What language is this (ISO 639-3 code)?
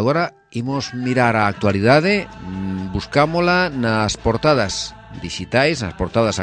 glg